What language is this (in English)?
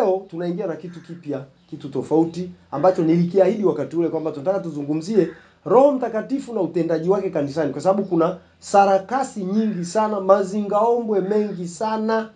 Swahili